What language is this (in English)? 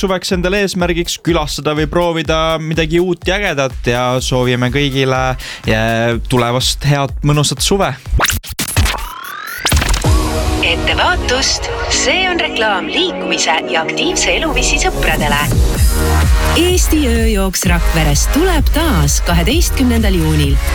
Estonian